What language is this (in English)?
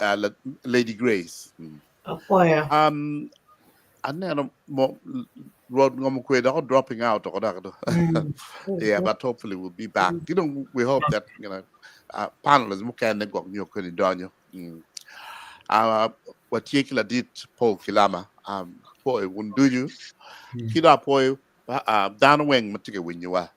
Acoli